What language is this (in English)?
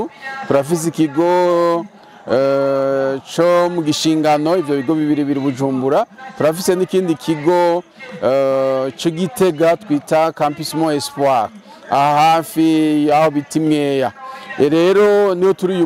Rundi